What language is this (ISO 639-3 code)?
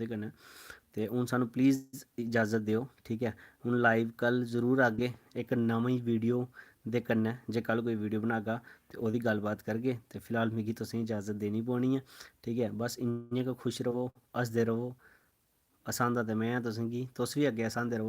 doi